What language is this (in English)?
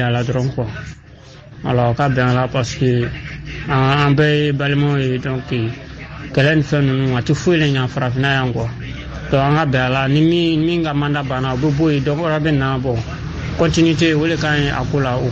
Bambara